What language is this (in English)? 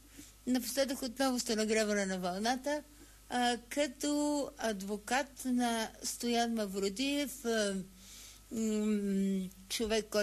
Bulgarian